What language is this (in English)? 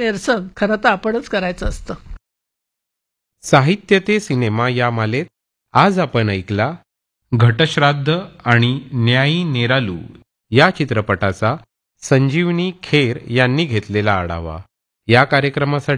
Marathi